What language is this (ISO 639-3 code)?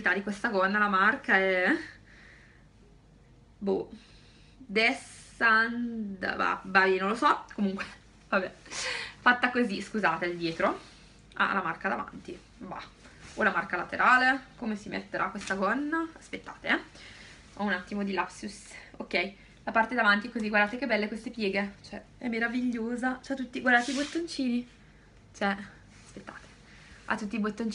ita